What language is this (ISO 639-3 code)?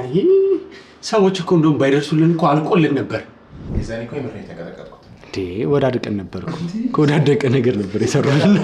amh